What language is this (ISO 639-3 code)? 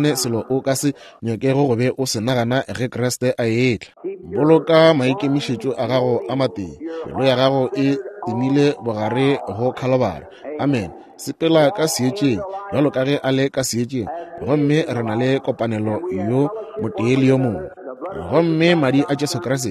nso